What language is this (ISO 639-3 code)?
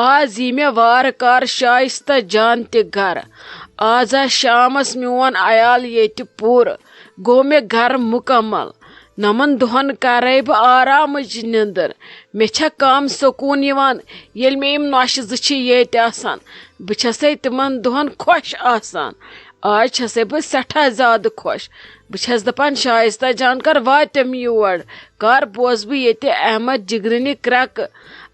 kas